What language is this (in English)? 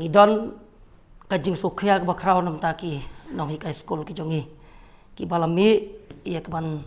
Khasi